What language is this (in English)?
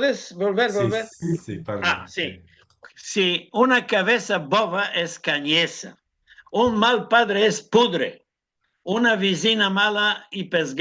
Ladino